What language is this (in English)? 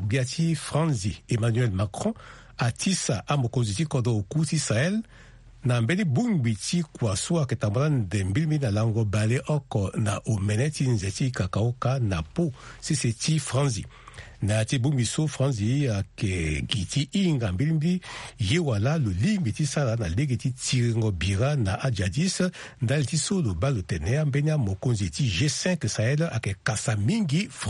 Sango